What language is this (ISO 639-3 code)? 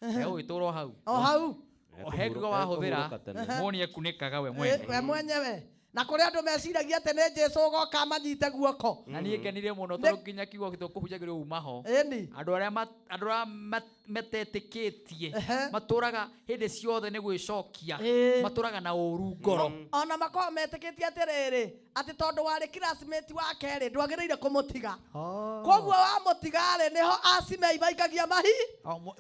kik